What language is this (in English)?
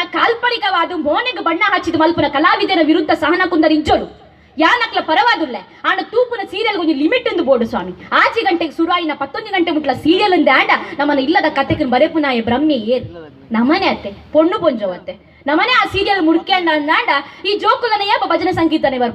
Tulu